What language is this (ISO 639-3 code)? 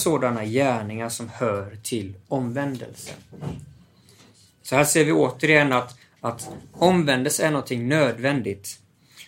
swe